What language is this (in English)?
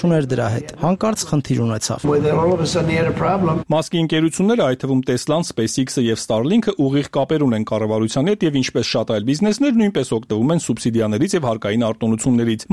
Armenian